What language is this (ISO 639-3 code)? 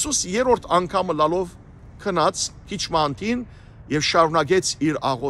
hyw